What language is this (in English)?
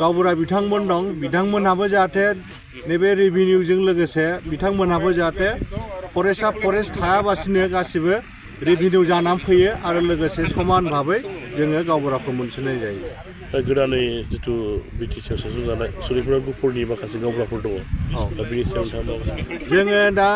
Bodo